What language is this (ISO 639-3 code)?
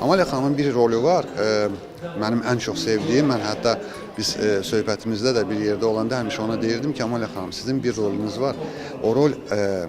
aze